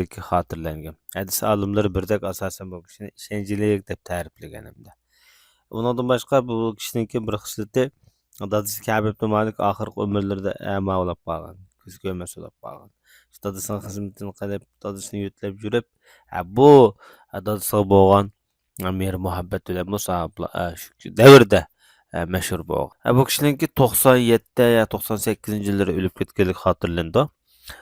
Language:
Uyghur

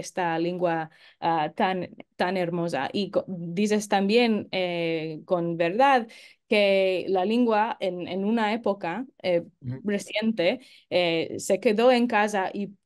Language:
Ladino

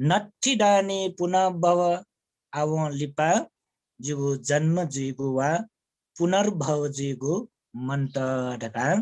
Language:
Newari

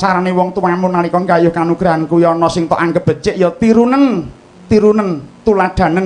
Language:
Javanese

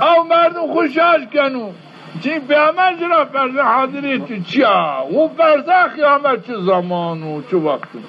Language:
Zaza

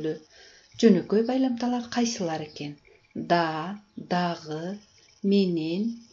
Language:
Kyrgyz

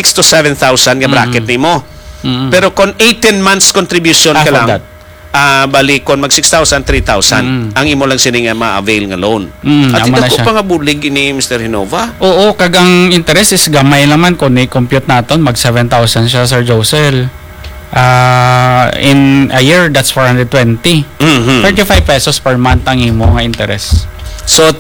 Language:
Hiligaynon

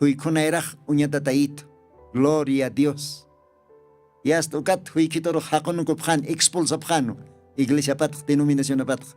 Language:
Aymara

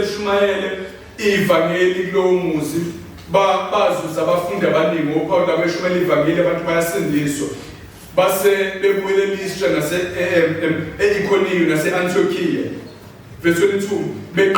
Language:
Zulu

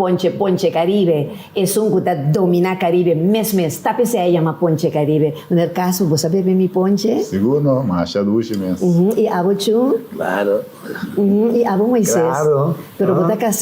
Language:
Papiamento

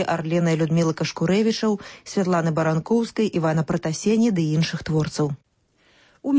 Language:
Belarusian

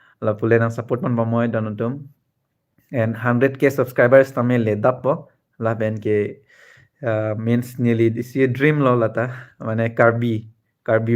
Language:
Karbi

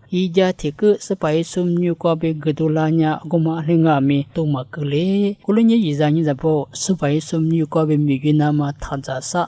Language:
Lisu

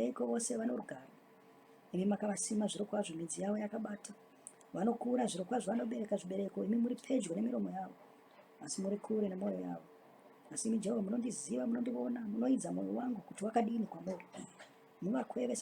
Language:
Shona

